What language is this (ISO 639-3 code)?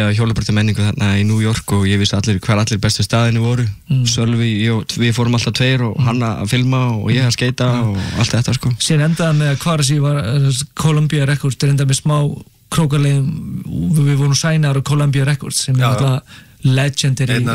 isl